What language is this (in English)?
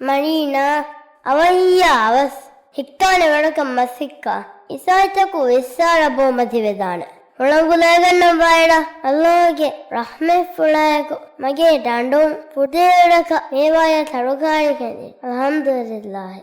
Divehi